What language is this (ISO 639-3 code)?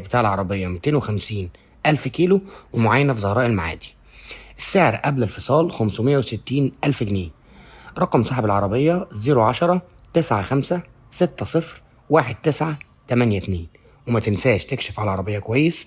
arz